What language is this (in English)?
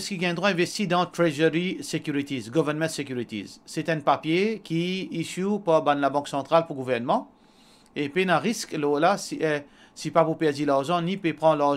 Morisyen